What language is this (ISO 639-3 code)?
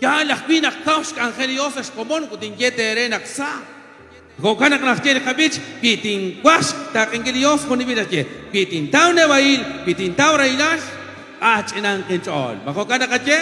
kek